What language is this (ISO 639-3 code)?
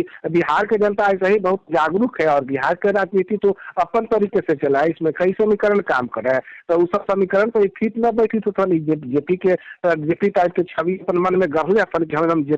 mag